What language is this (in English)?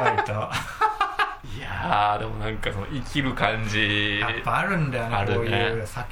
Japanese